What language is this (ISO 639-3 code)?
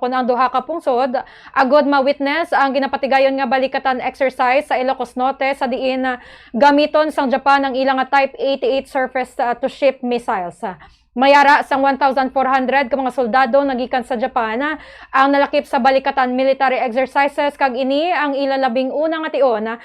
hil